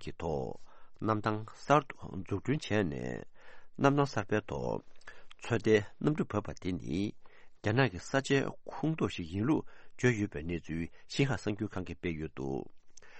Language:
Tibetan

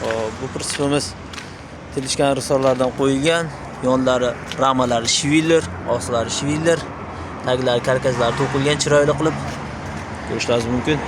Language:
Uzbek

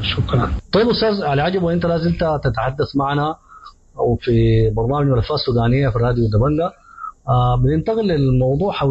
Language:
Sudanese Arabic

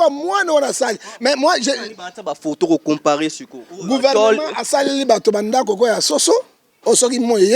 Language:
Lingala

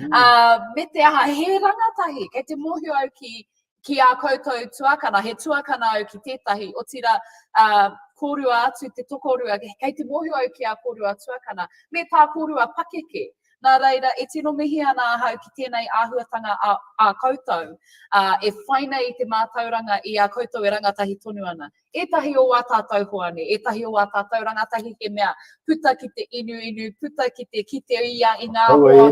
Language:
Māori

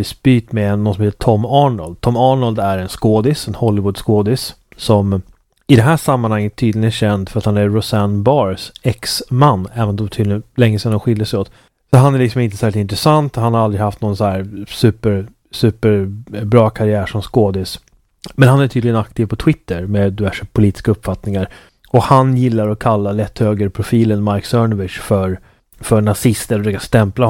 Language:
Swedish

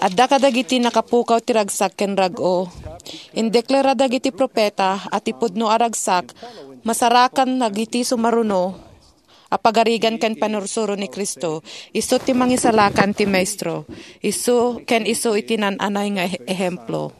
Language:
Iloko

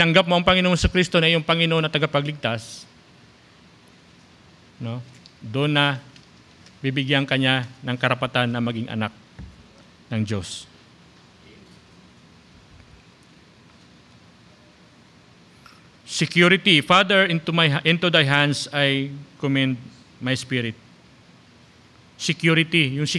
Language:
Filipino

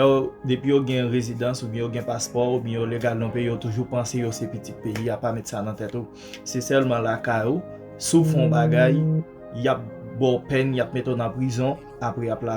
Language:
Haitian Creole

